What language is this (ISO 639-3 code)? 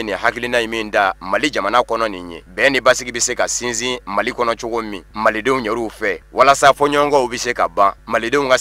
bam